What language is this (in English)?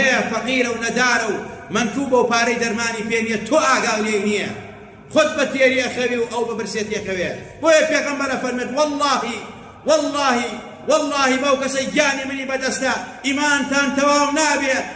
Central Kurdish